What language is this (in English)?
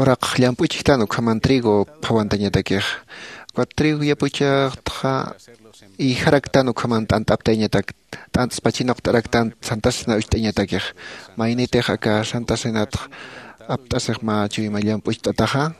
Aymara